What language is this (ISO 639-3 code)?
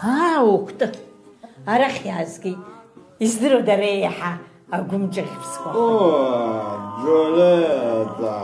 abk